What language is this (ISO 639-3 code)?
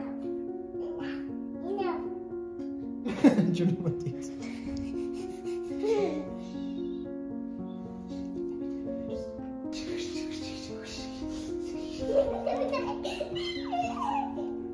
swa